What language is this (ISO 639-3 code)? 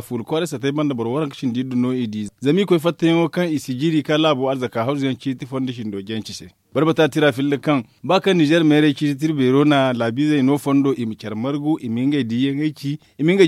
dje